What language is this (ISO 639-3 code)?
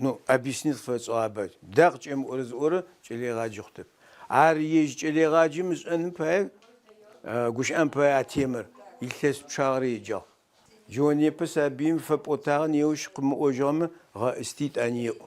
ady